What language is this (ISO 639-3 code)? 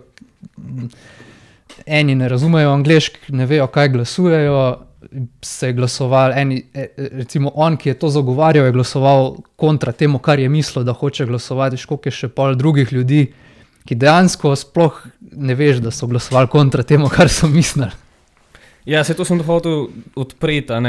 slv